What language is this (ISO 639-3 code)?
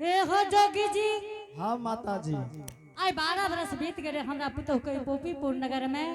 anp